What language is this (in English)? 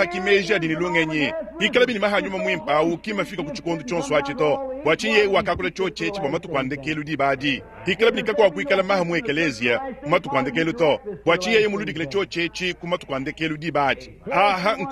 Luba-Lulua